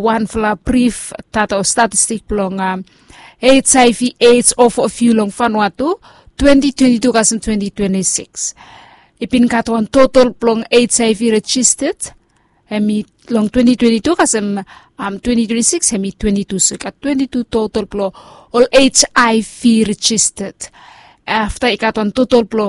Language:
Bislama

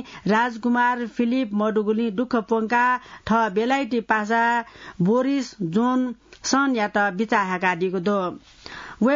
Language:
Newari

